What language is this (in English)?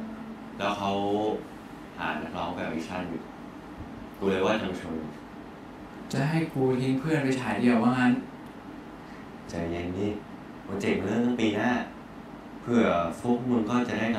Thai